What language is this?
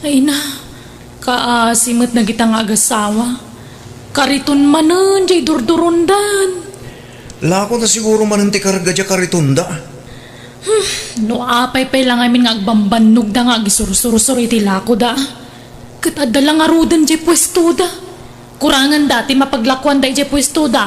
Iloko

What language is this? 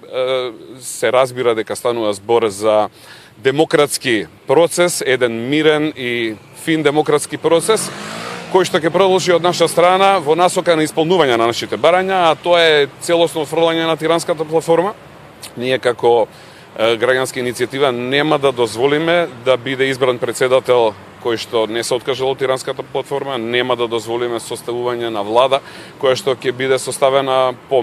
Macedonian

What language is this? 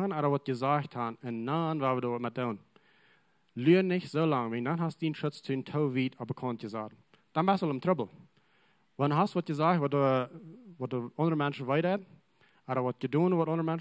Plautdietsch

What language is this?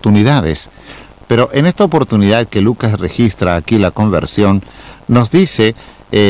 Spanish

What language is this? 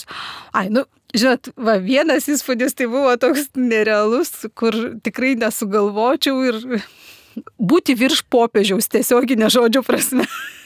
Lithuanian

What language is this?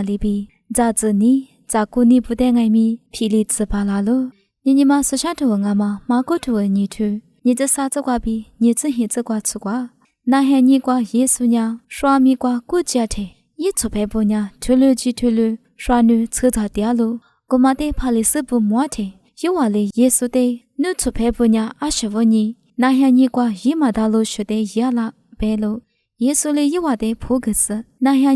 Lisu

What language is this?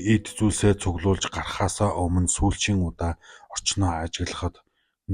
Mongolian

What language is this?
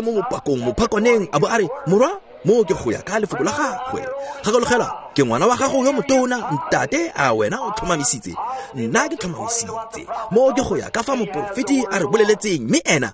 Tswana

